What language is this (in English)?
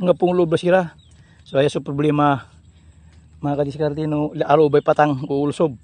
Pangasinan